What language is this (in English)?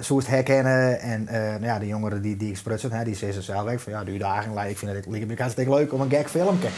Western Frisian